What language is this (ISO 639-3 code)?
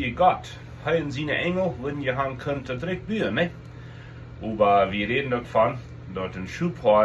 pdt